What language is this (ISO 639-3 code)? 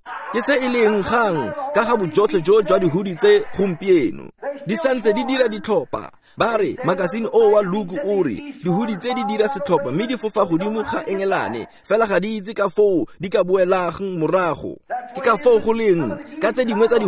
tsn